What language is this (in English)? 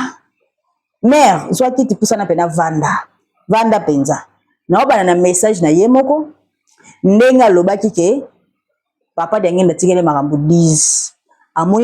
Lingala